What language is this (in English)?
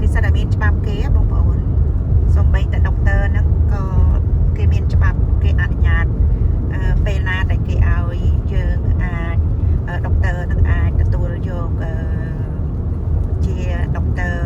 Khmer